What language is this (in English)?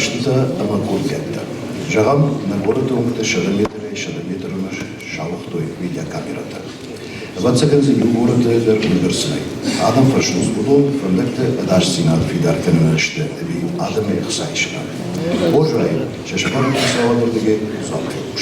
Ossetic